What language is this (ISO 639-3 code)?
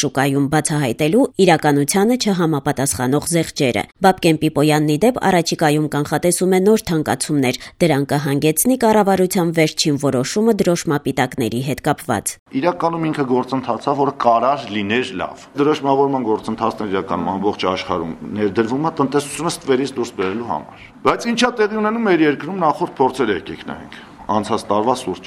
hye